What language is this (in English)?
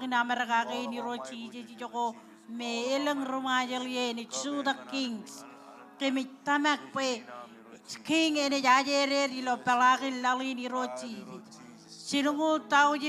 Marshallese